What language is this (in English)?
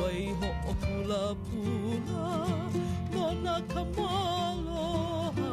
Hawaiian